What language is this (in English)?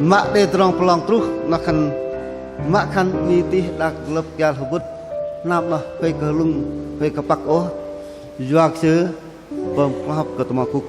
Bahnar